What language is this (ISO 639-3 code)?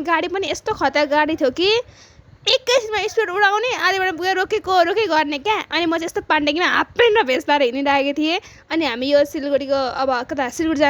nep